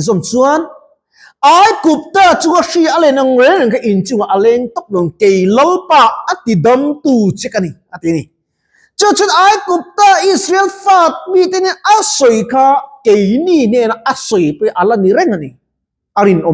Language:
Mizo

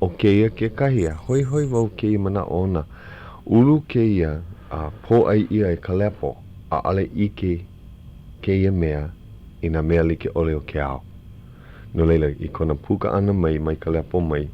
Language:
Hawaiian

